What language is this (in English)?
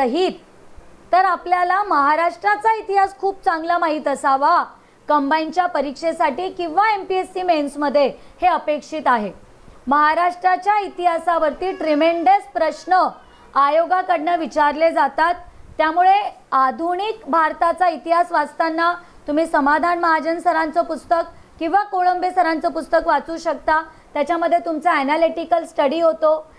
Marathi